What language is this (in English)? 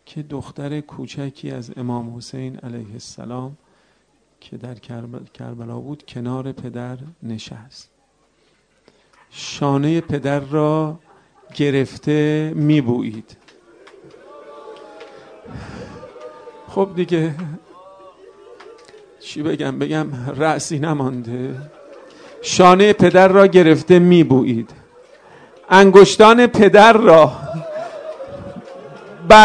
Persian